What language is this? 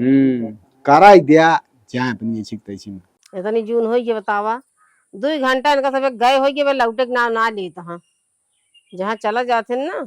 Awadhi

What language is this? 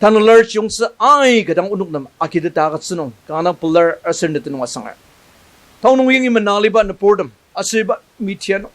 Ao Naga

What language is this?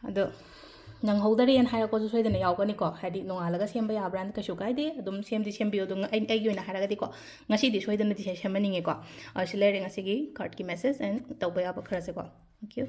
Manipuri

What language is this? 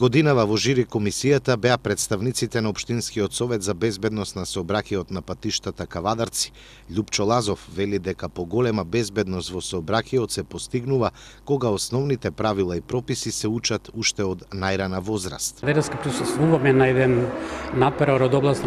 Macedonian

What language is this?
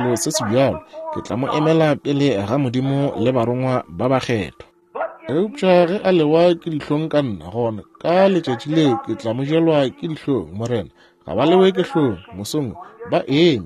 Northern Sotho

